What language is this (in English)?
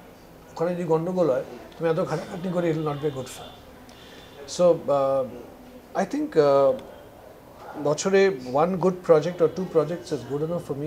Bangla